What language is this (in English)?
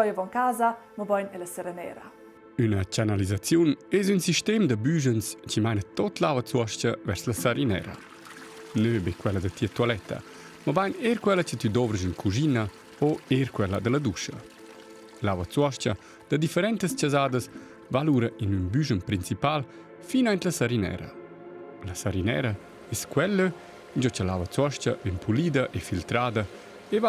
Romansh